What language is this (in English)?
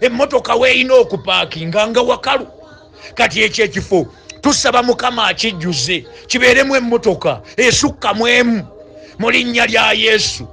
Ganda